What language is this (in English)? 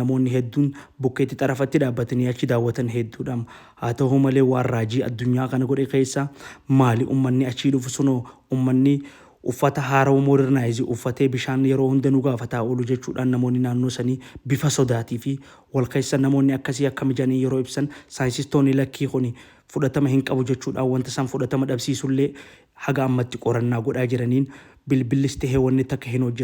Oromo